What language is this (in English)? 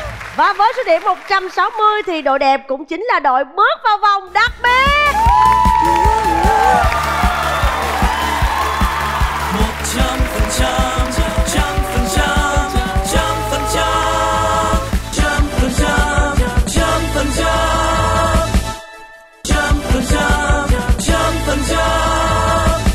Vietnamese